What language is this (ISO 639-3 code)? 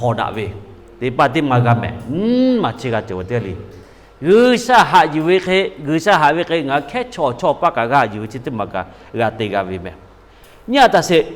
lhu